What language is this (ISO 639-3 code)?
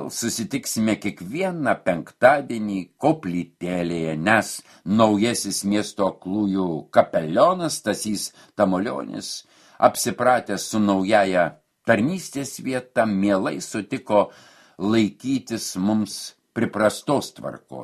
lit